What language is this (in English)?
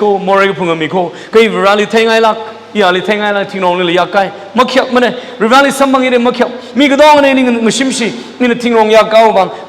Tangkhul Naga (India)